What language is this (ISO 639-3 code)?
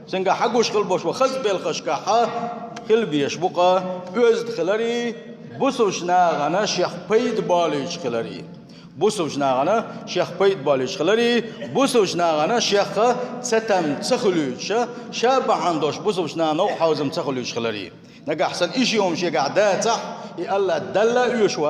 che